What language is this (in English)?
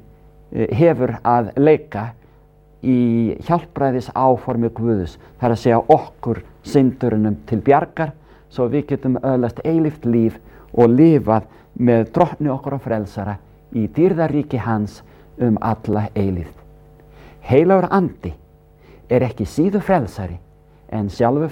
Icelandic